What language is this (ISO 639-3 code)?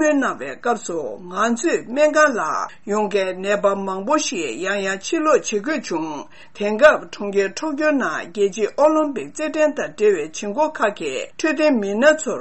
bod